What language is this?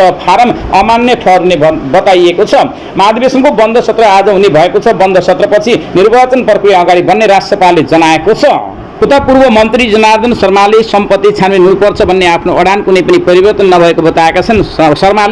Nepali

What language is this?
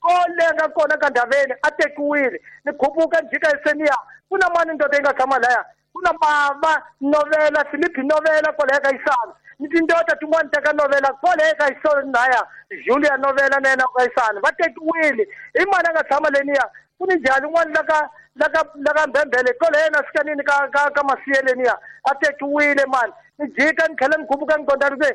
Tsonga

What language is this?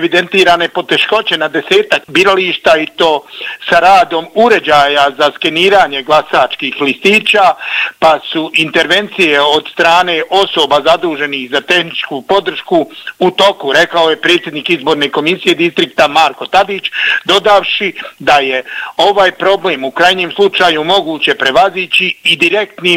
Bosnian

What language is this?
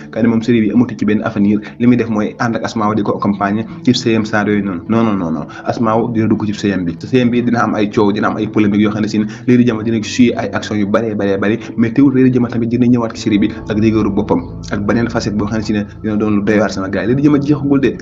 Wolof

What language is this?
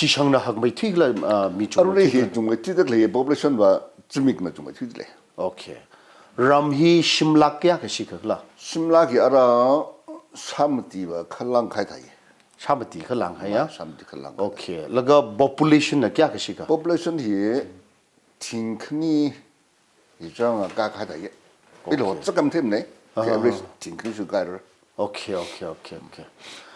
Tangkhul Naga (India)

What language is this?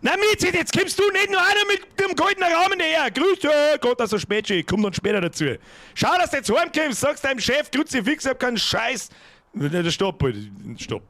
Bavarian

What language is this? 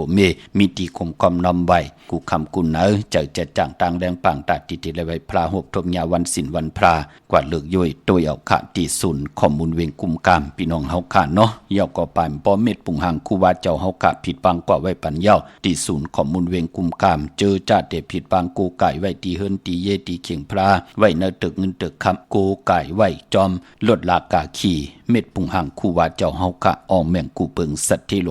Shan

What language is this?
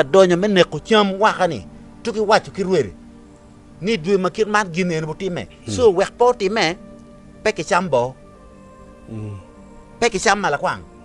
Acoli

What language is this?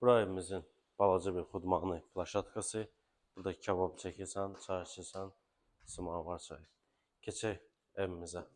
Azerbaijani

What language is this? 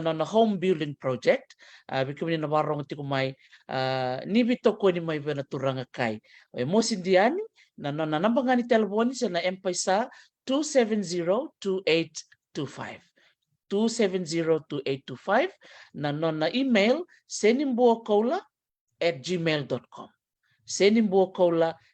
Fijian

